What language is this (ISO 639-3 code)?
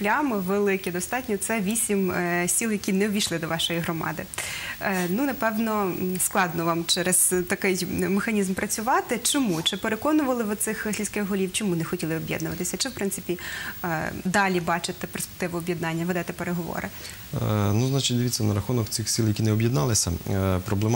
ukr